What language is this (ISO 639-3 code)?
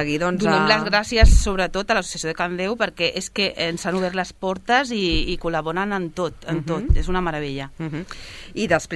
cat